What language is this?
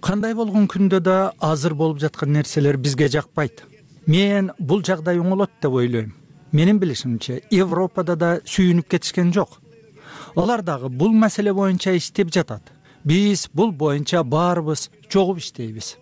Kyrgyz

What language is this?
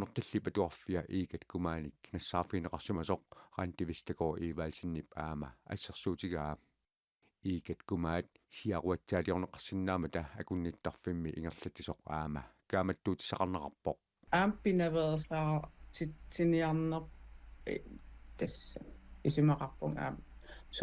Kalaallisut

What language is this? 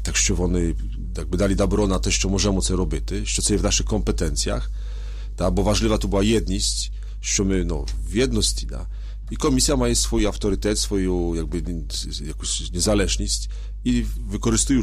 Ukrainian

